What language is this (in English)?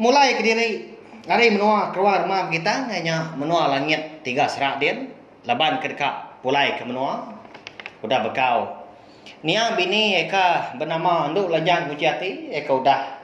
Iban